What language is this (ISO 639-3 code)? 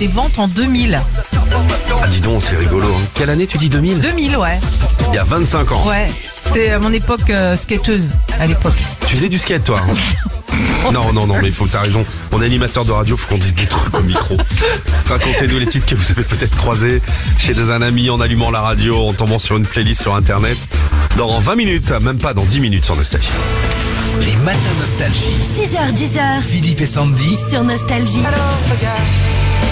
fra